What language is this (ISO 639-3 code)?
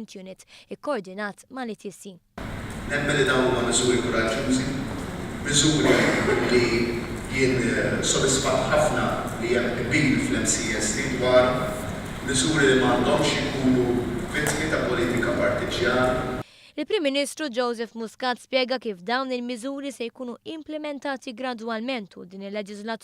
mlt